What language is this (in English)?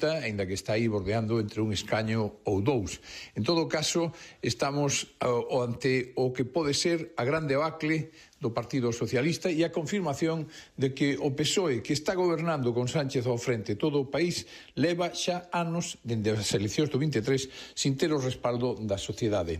Galician